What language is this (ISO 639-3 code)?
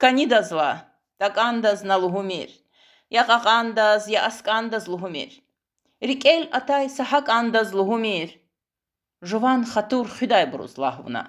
lez